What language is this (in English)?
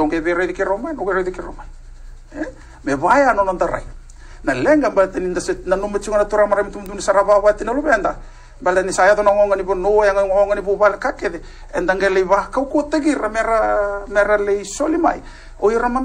Fijian